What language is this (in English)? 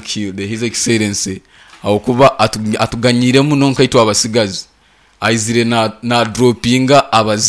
Nyankole